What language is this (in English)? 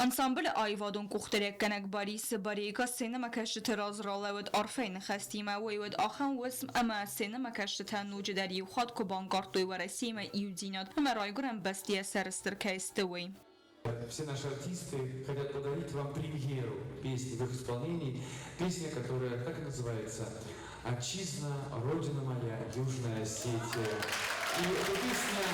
Ossetic